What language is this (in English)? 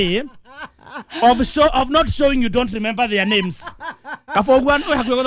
Kikuyu